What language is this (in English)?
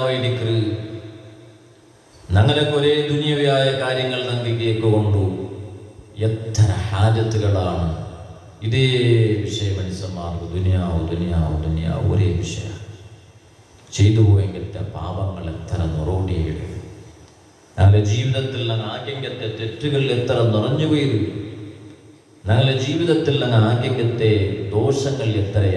Malayalam